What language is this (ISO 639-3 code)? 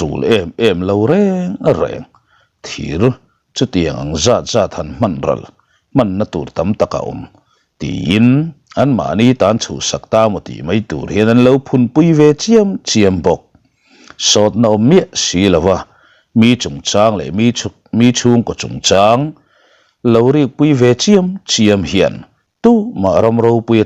lus